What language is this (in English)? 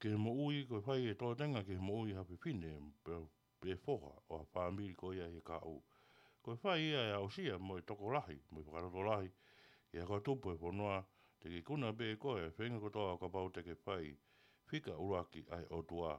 Tongan